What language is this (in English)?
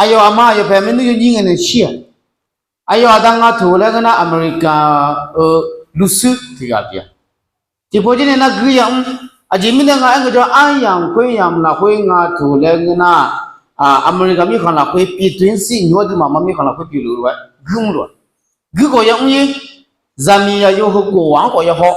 Akha